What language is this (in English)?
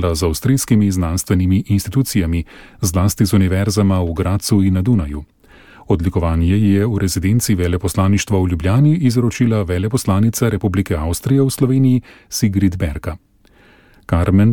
Slovenian